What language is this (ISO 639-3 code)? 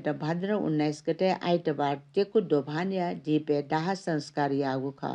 new